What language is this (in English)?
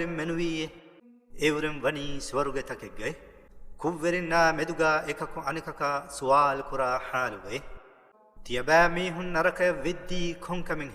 Divehi